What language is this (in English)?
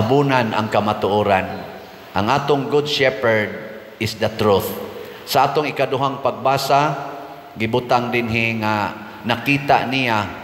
Cebuano